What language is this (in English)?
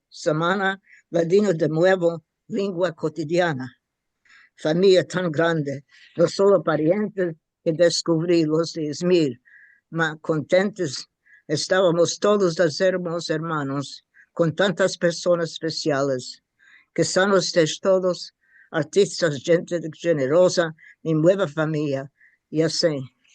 Ladino